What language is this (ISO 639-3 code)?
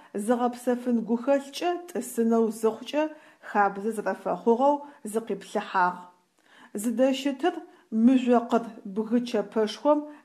ady